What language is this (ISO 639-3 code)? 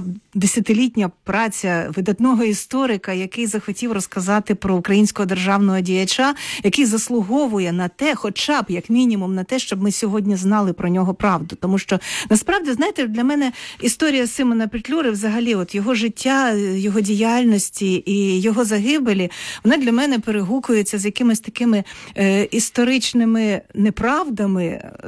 ukr